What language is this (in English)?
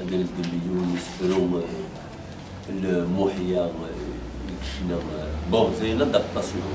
Kabyle